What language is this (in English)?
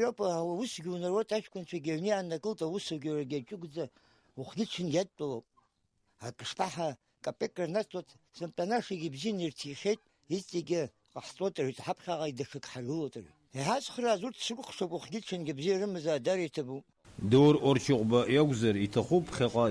Abkhazian